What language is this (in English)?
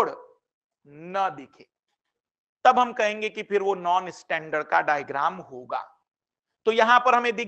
Hindi